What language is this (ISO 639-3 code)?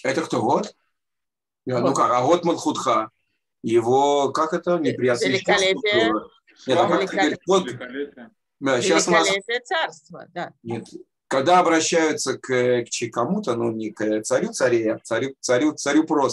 rus